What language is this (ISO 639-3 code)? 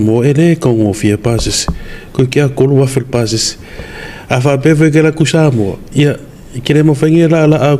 smo